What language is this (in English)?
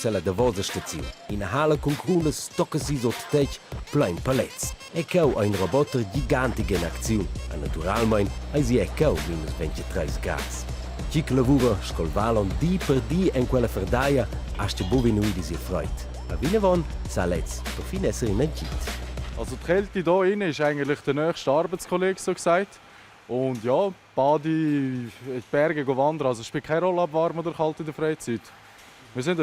Romansh